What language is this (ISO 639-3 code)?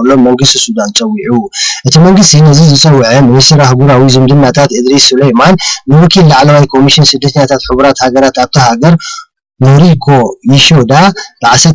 tir